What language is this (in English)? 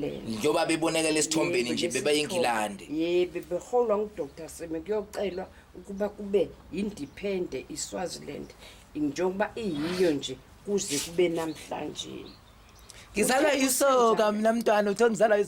Zulu